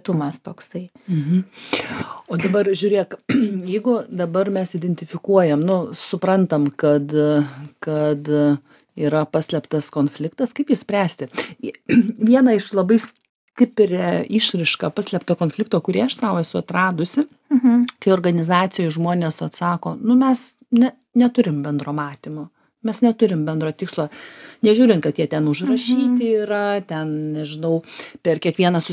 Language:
Lithuanian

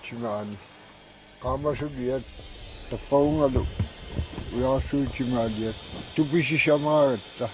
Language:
Kalaallisut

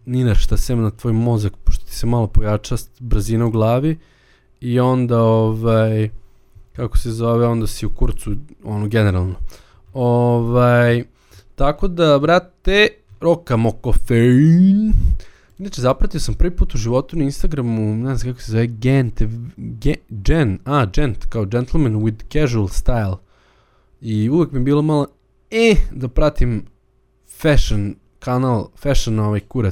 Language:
Serbian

